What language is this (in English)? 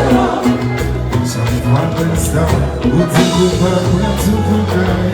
Haitian Creole